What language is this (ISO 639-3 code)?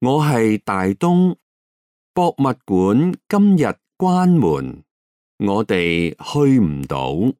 yue